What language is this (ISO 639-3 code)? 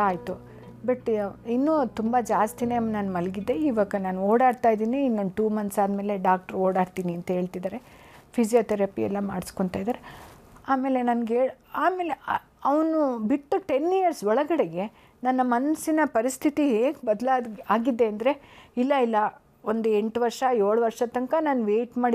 kan